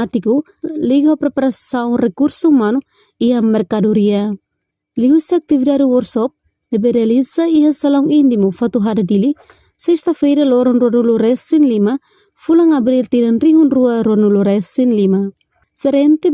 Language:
Tetum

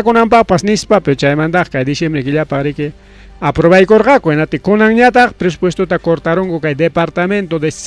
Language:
Ayacucho Quechua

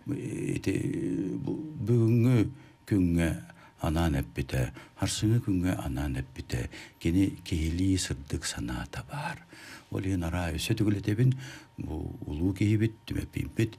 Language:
Yakut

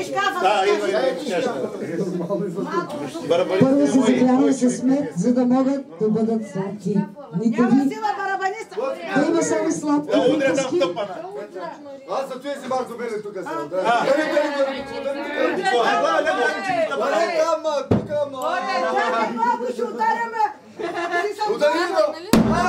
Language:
Bulgarian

